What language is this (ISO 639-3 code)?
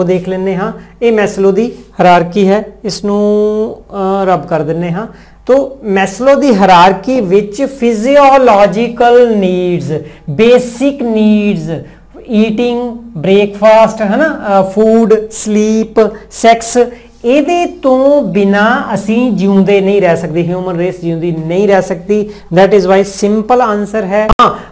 pan